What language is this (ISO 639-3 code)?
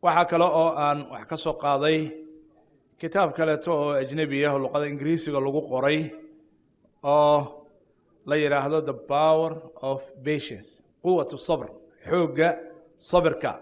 som